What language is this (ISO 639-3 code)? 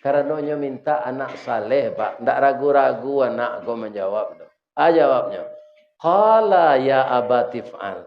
min